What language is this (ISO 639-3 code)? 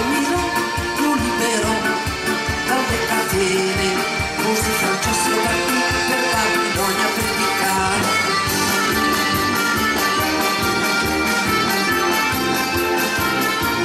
ita